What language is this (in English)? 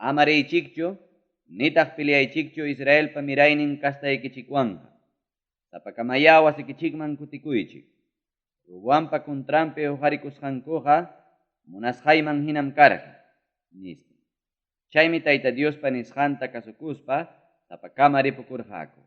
Ayacucho Quechua